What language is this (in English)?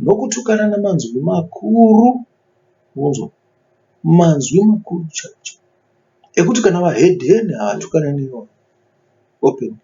Shona